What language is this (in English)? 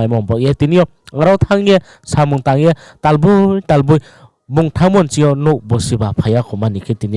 Riang (India)